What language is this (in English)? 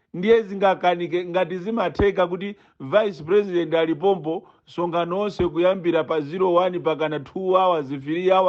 Nyanja